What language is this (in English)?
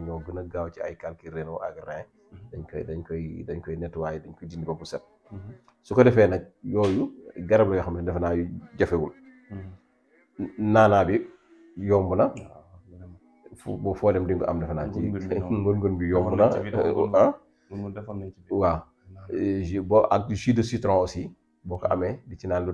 Wolof